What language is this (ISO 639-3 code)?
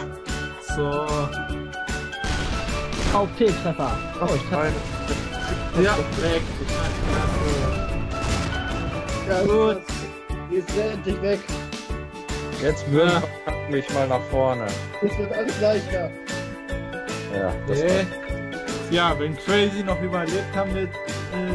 deu